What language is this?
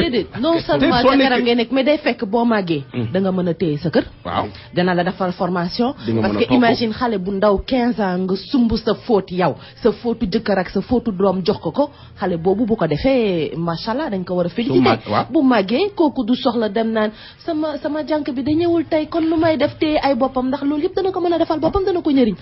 Wolof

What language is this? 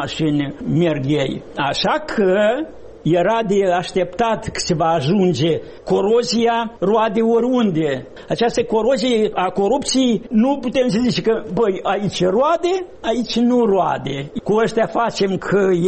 Romanian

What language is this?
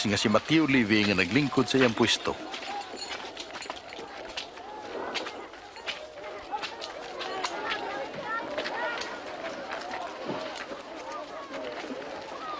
Cebuano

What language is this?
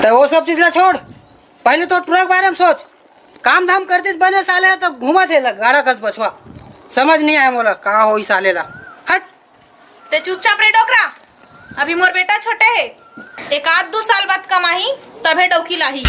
Chhattisgarhi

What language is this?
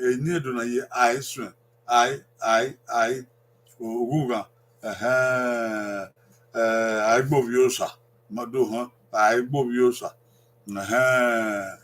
Bini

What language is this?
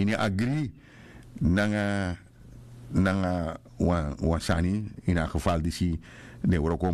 Sranan Tongo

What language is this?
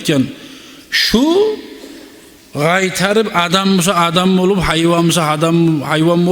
Kumyk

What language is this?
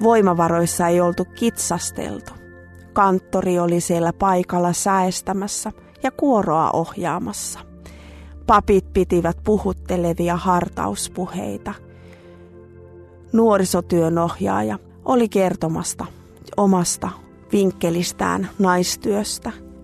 Finnish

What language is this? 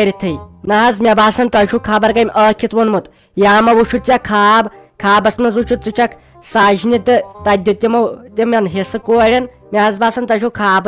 Kashmiri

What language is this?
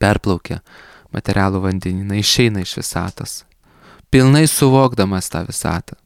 Lithuanian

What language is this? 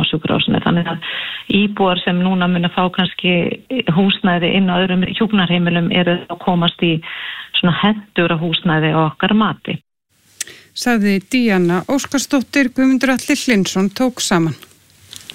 Icelandic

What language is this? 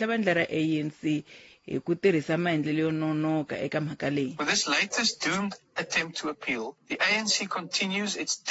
Tsonga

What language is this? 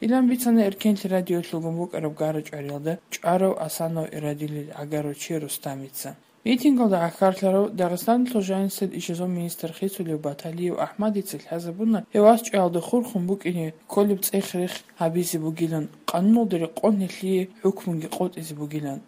Avaric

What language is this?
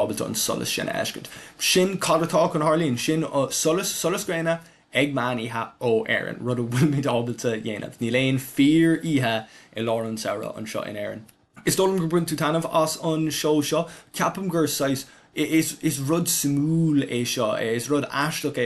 Irish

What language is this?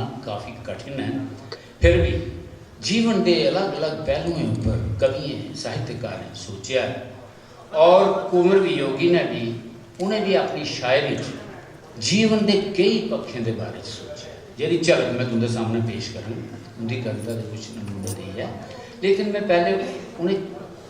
Dogri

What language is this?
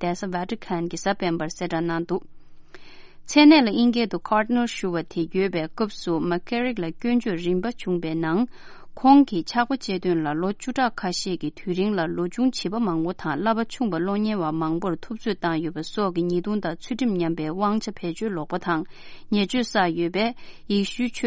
Tibetan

